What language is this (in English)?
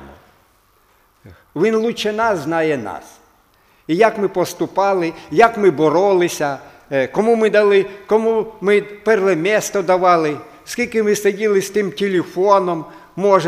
Ukrainian